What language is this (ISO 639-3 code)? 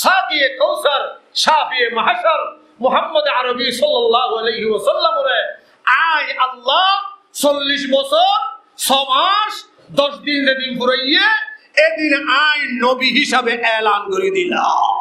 rhg